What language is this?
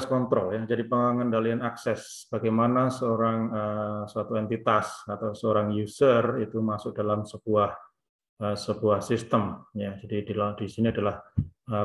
Indonesian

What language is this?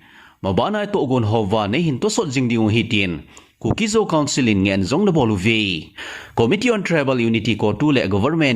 Thado Chin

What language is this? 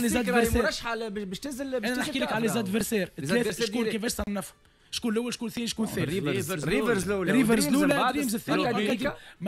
Tunisian Arabic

